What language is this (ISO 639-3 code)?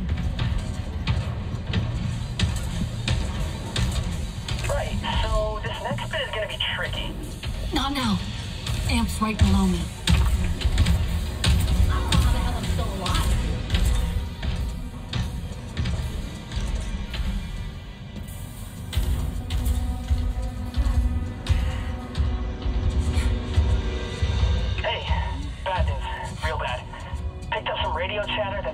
eng